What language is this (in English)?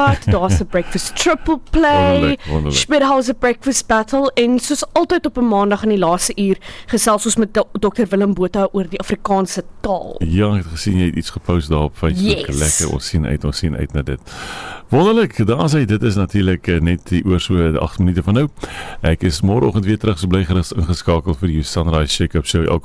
Afrikaans